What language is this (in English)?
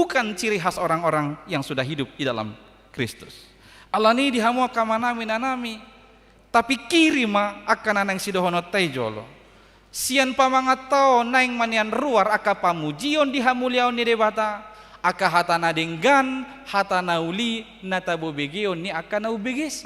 Batak Toba